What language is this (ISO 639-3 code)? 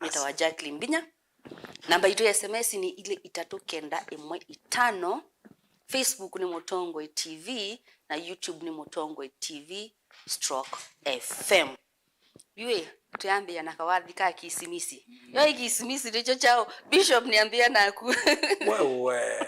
kam